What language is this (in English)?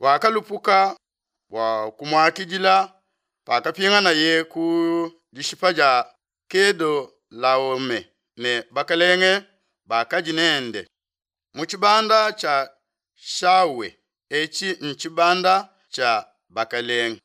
Luba-Lulua